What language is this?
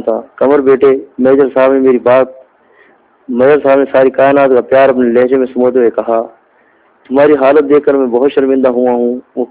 Urdu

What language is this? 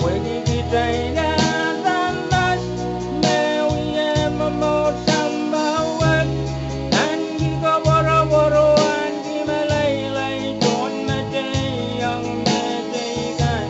Pohnpeian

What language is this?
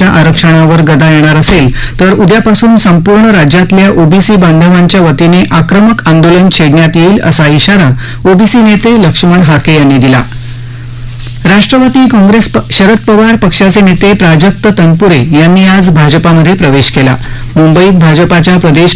Marathi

